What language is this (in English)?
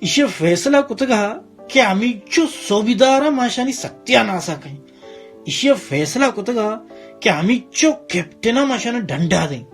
Baluchi